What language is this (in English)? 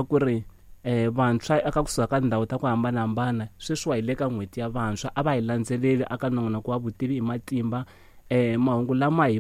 Tsonga